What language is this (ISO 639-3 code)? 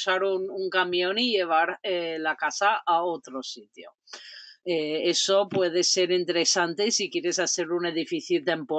spa